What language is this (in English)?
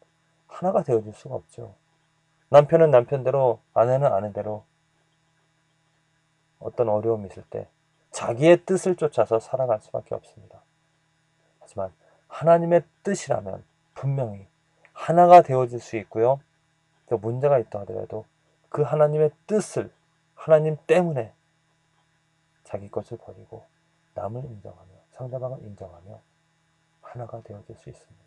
Korean